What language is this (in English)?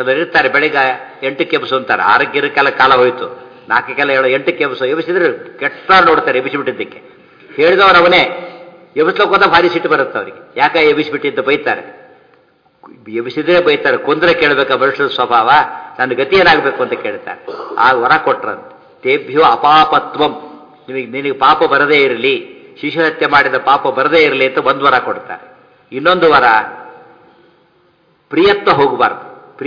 Kannada